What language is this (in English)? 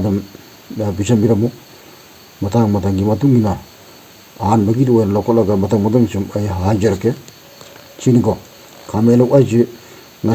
Manipuri